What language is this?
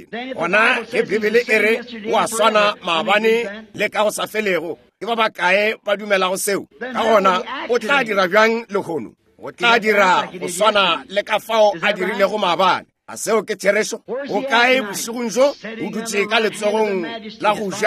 Northern Sotho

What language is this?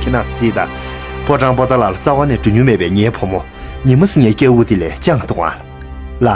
Tibetan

